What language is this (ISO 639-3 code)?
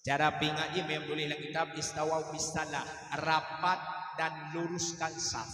ace